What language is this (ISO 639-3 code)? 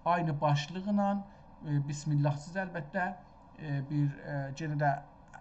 azb